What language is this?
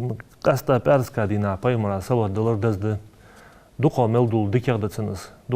Ingush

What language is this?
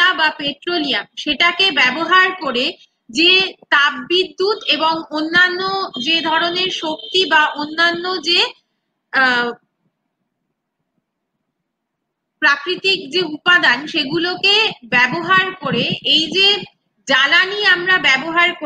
Bangla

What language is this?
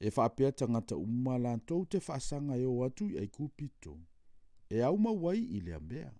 Samoan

